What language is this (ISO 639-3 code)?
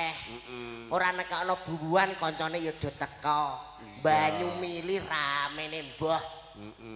jav